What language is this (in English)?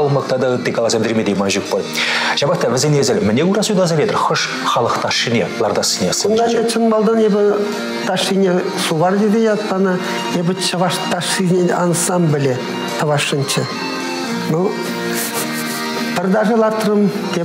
Chuvash